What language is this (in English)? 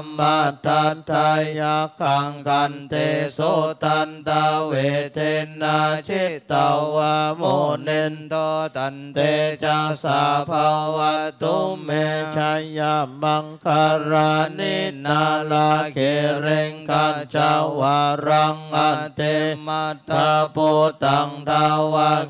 Pali